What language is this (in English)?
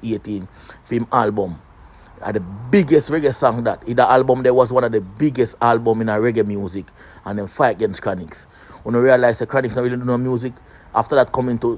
Jamaican Creole English